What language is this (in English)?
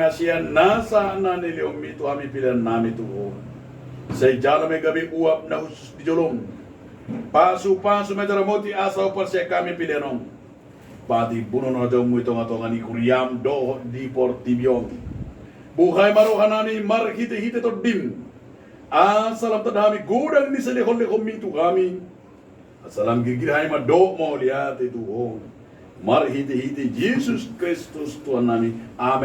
Batak Toba